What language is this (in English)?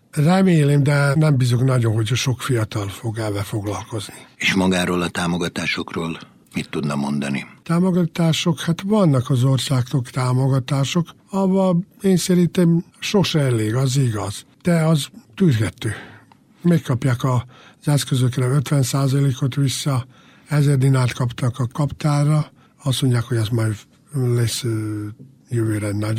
Hungarian